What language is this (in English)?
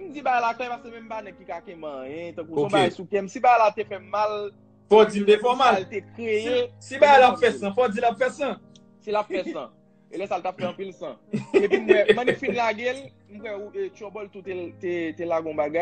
Haitian Creole